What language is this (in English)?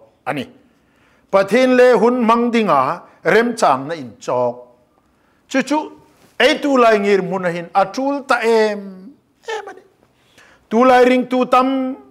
Hmar